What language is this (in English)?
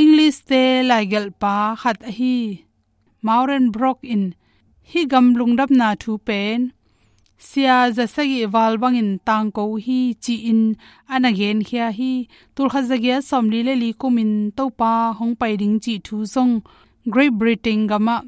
Tedim Chin